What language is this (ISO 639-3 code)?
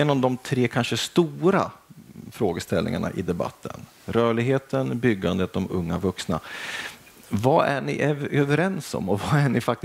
swe